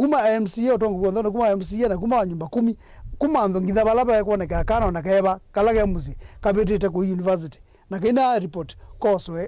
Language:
Kamba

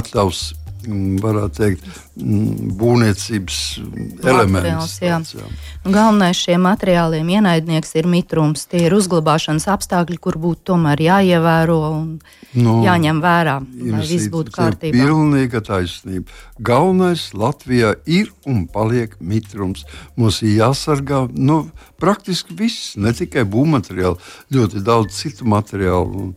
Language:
Latvian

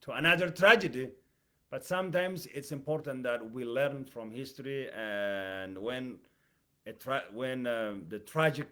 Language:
English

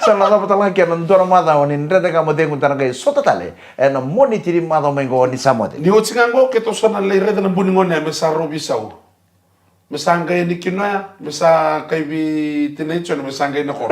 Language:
Fijian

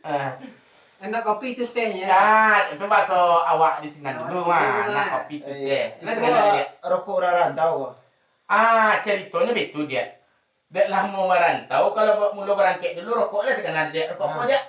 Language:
Minangkabau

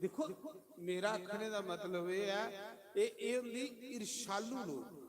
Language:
Dogri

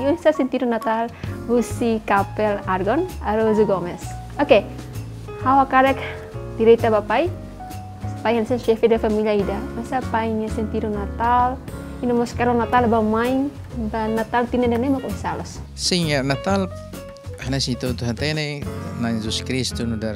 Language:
Tetum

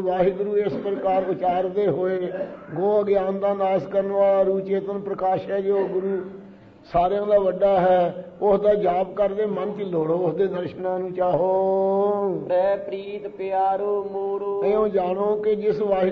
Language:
Punjabi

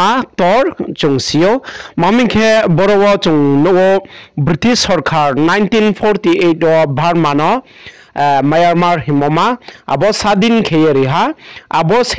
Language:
Riang (India)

